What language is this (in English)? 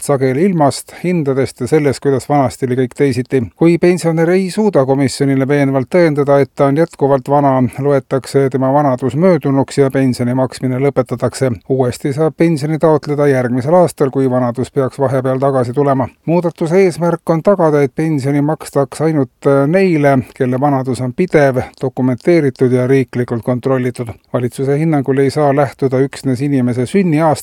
Estonian